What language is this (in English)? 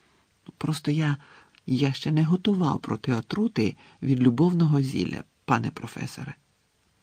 Ukrainian